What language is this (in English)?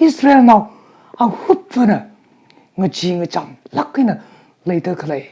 Tangkhul Naga (India)